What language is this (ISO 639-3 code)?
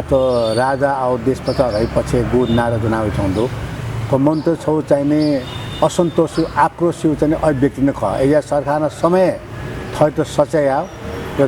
new